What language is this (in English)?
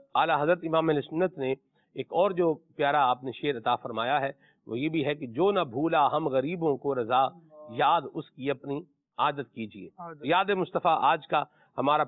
Urdu